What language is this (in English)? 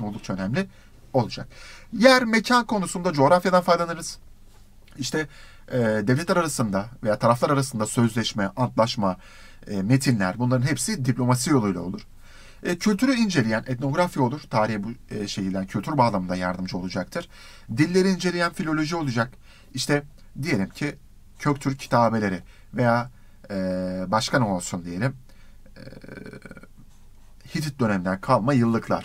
Turkish